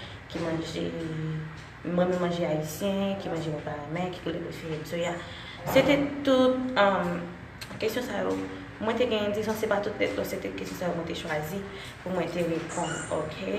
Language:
Haitian Creole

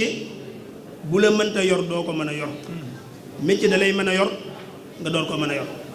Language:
Wolof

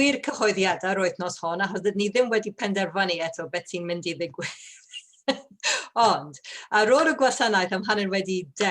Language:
Welsh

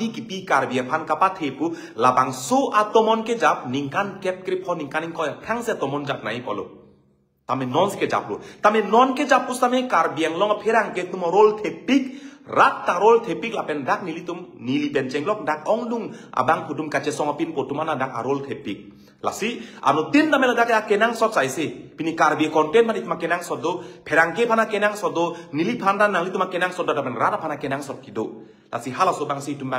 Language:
Karbi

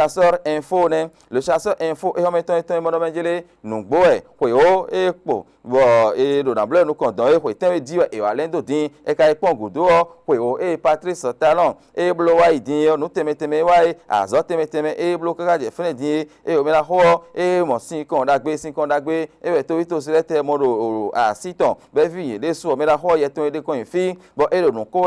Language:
Fon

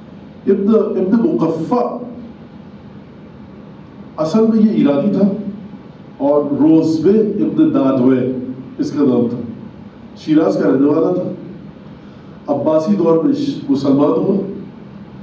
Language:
Urdu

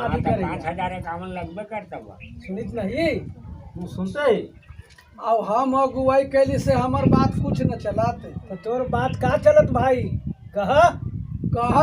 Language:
Magahi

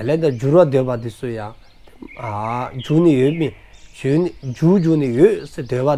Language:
Dzongkha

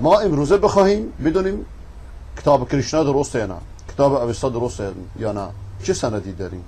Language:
Persian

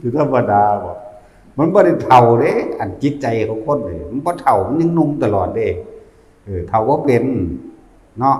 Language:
Northeastern Thai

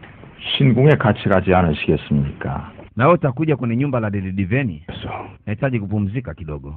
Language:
Swahili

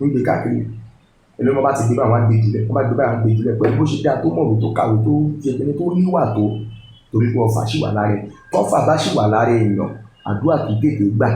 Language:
Yoruba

